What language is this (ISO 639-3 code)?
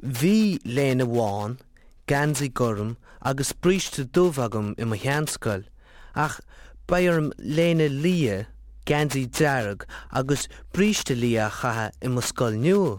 gle